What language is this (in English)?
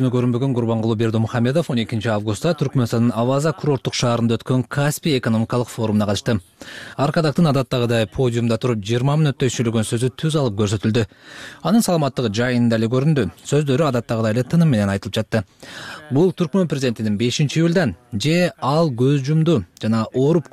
Kyrgyz